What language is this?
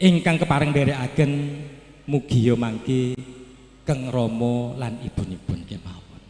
Javanese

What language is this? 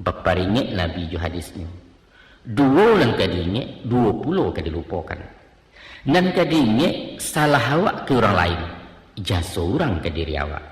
Minangkabau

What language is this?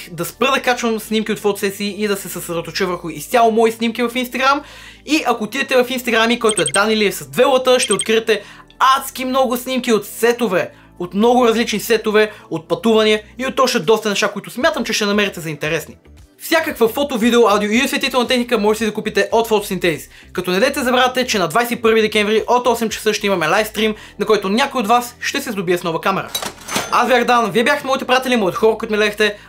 Bulgarian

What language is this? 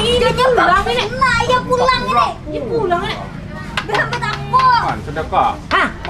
Banjar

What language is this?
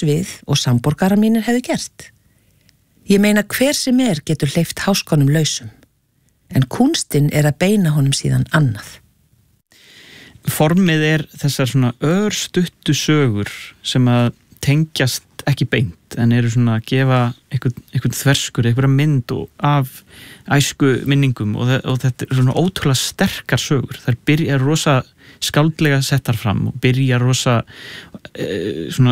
Icelandic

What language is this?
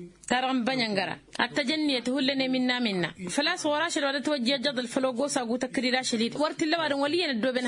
Tamasheq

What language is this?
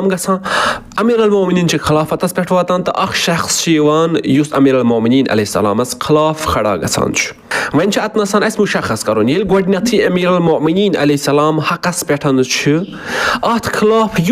Kashmiri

